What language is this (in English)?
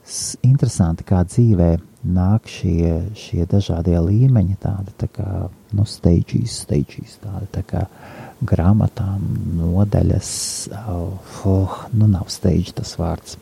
Latvian